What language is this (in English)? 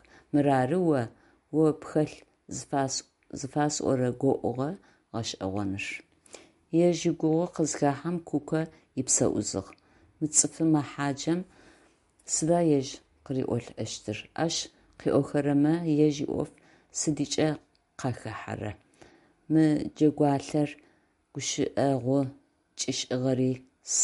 Adyghe